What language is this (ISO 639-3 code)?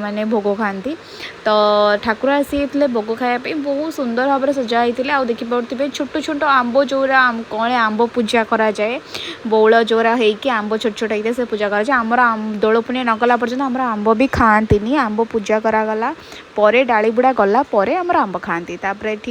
ori